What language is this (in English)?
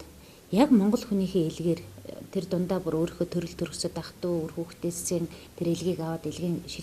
Mongolian